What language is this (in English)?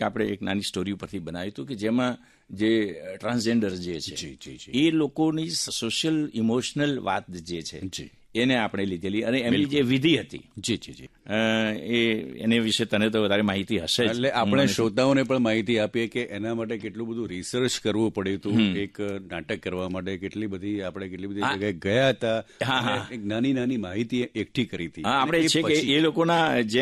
Gujarati